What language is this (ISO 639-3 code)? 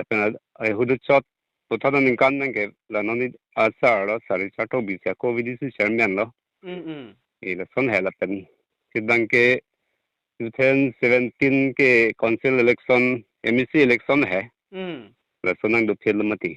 mjw